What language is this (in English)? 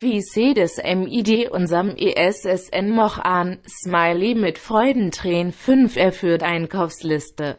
Bavarian